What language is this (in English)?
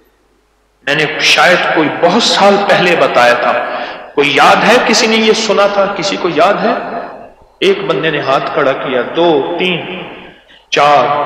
Urdu